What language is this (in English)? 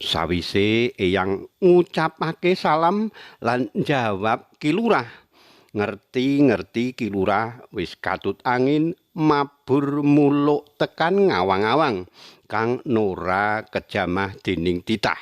Javanese